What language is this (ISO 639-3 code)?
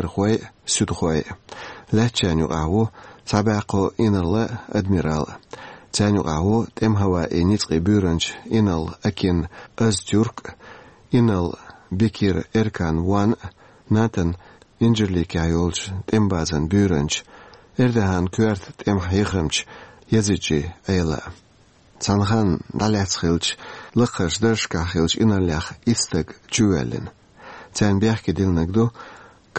che